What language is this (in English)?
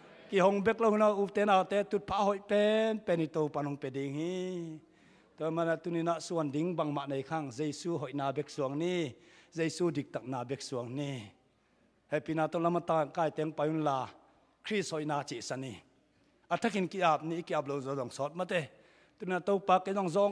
Tedim Chin